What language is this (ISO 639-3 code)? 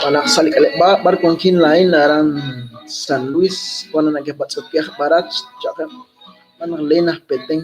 kek